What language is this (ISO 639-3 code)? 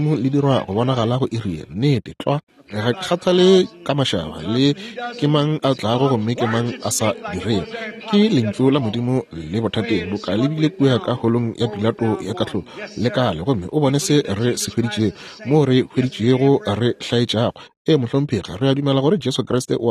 nso